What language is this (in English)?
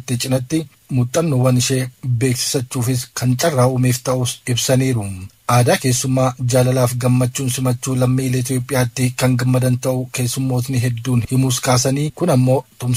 Oromo